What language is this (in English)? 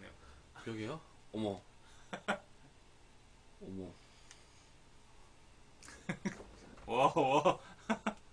Korean